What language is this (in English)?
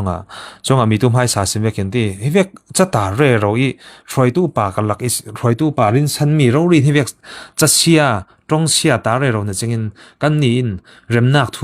Falam Chin